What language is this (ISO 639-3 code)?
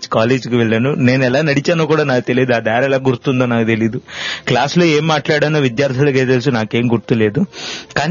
tel